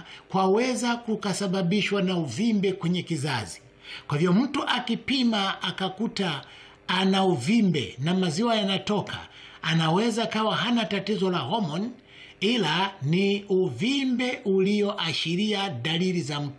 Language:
Swahili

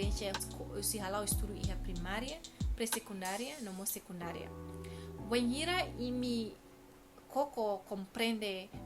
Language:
Tetum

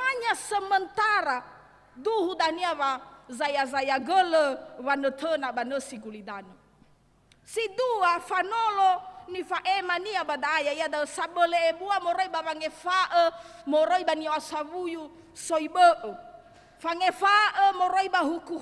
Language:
Nias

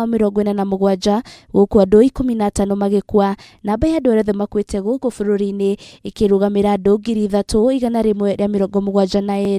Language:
Kikuyu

